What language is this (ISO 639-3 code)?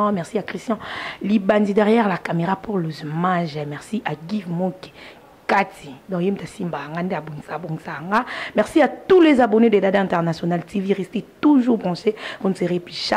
lin